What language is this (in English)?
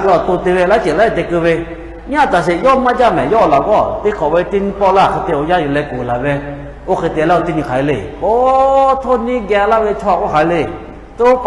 Lahu